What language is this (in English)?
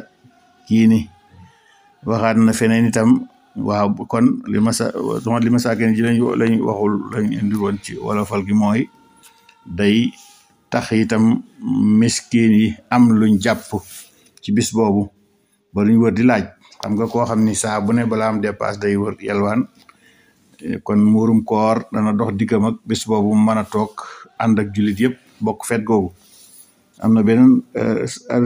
Wolof